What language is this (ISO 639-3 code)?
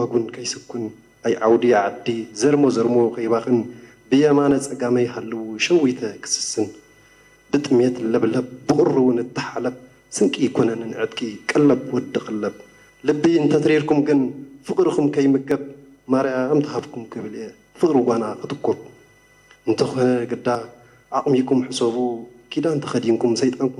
tir